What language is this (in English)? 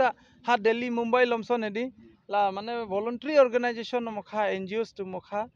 Karbi